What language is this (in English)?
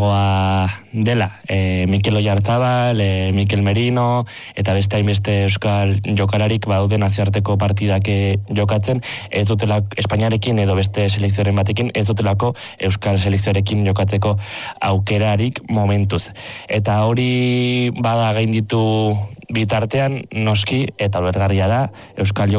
Basque